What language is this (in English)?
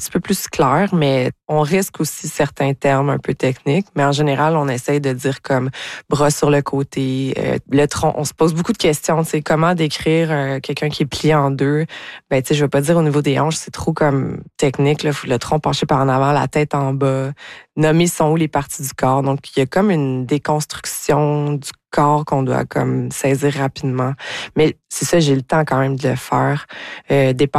French